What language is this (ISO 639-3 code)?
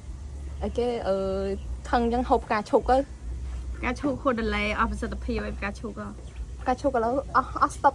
khm